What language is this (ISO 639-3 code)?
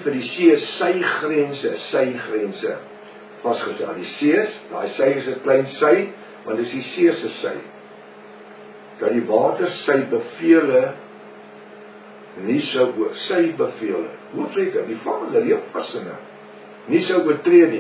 afr